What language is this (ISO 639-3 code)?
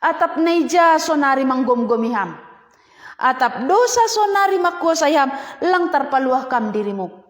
bts